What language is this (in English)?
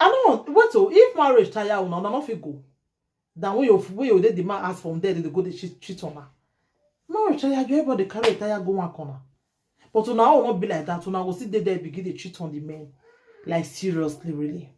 Nigerian Pidgin